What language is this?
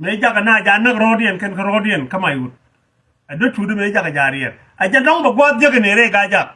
Nuer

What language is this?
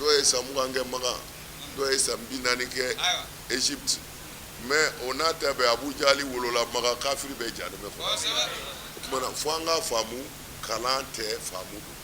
Bambara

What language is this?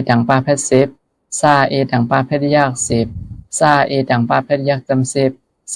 Shan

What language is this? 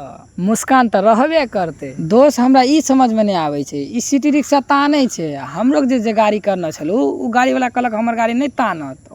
Maithili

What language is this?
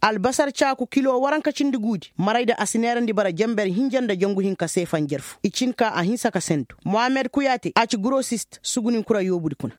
Koyraboro Senni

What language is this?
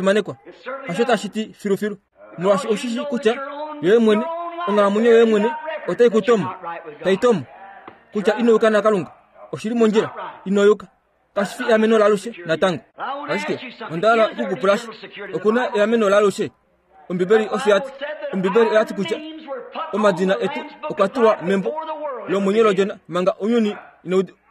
Kuanyama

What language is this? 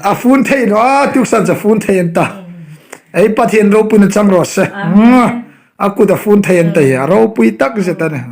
Hmar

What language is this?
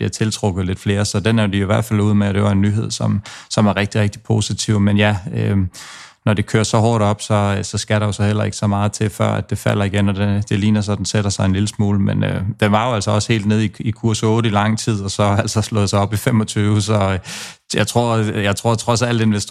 Danish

